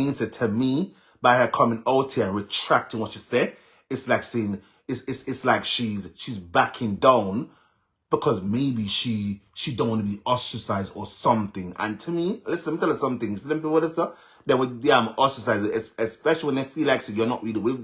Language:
Jamaican Creole English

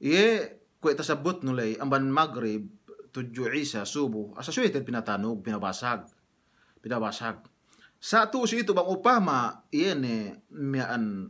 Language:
Yakan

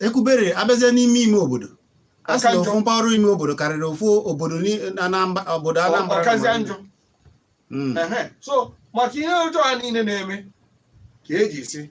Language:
Igbo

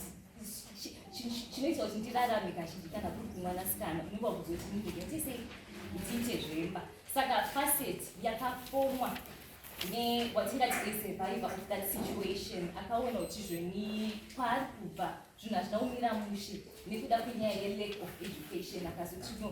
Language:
Shona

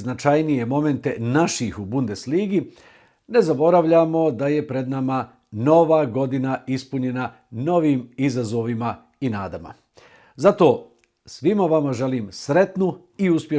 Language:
Bosnian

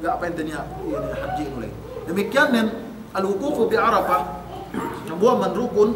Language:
Yakan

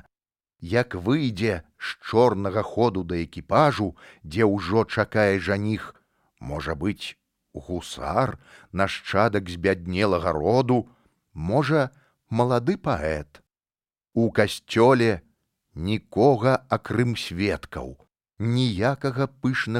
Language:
Belarusian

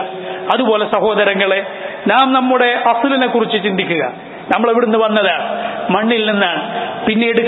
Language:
Malayalam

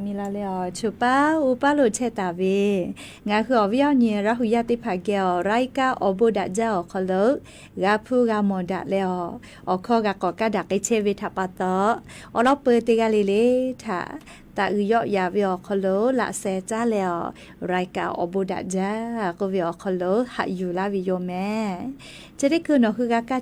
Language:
Lahu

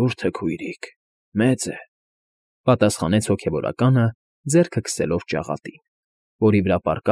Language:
Armenian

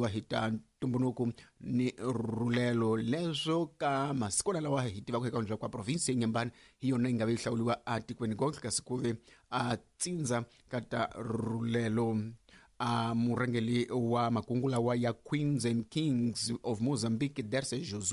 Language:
Tsonga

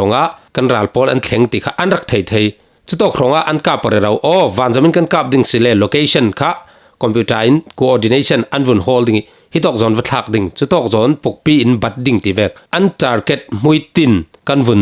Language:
Falam Chin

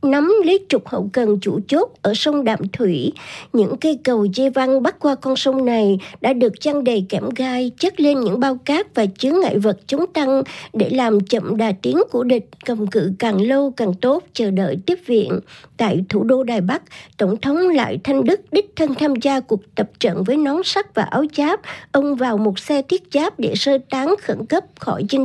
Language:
Vietnamese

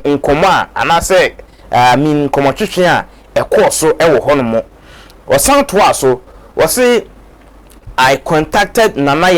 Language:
Akan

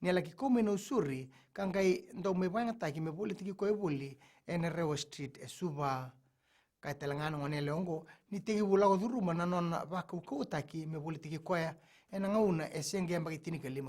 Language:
Fijian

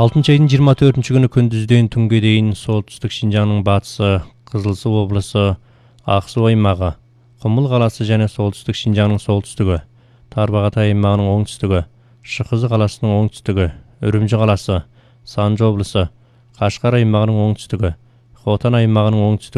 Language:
Kyrgyz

